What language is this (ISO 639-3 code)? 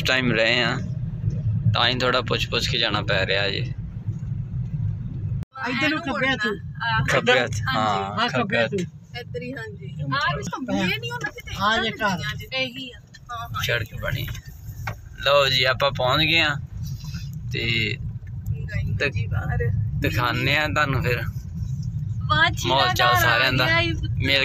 pan